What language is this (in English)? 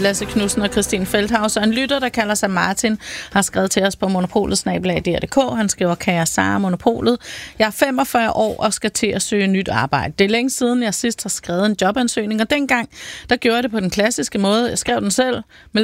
Danish